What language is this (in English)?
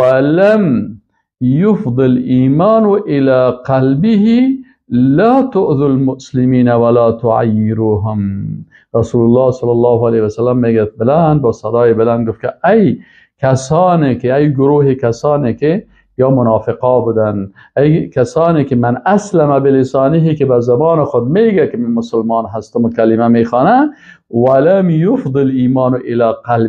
Persian